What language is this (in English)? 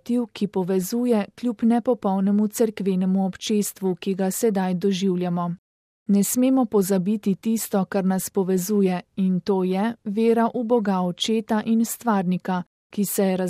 Slovenian